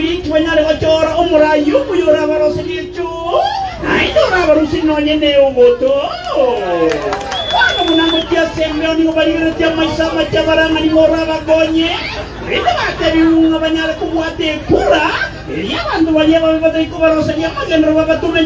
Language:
Gusii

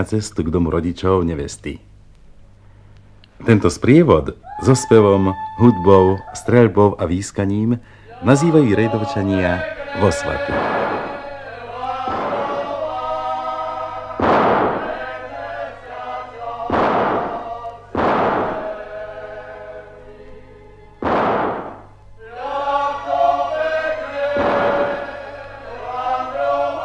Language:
Slovak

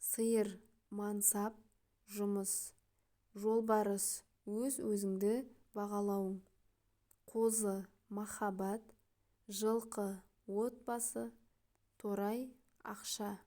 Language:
Kazakh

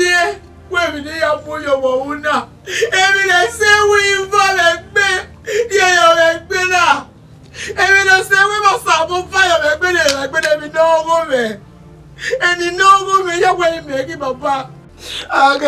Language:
Bini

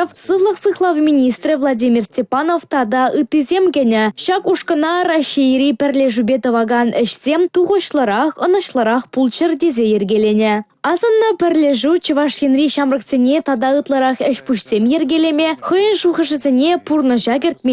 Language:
Chuvash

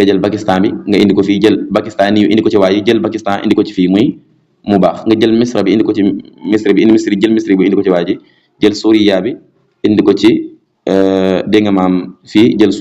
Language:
Wolof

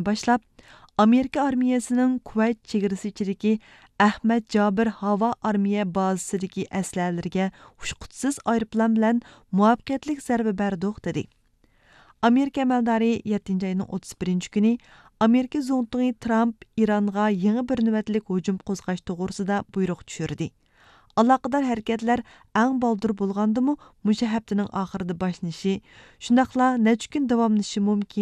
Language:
Uyghur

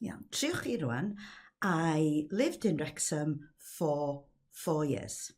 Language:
Welsh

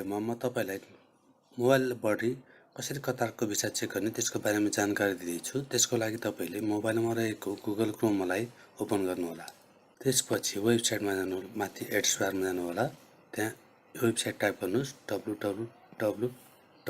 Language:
Nepali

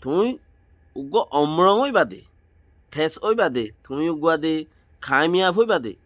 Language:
Rohingya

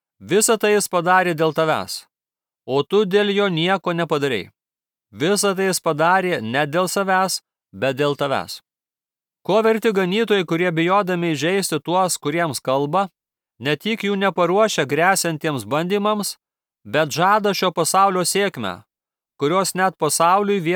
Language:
Lithuanian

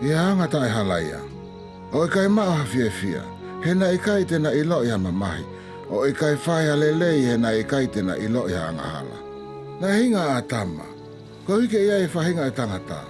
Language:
Tongan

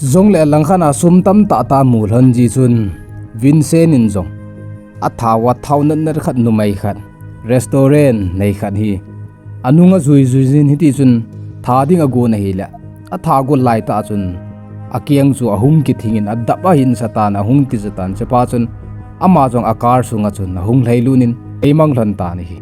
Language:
Thado Chin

